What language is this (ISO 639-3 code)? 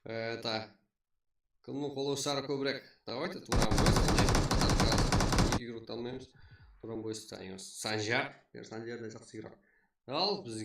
kaa